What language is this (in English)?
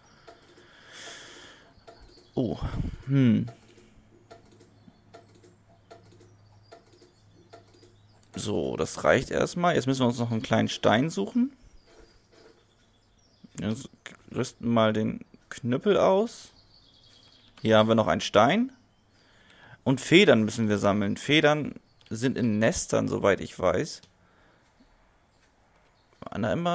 German